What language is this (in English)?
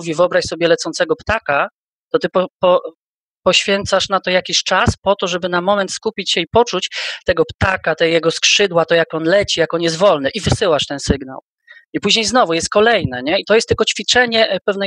Polish